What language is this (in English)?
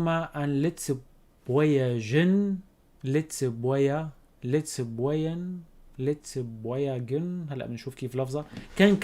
North Levantine Arabic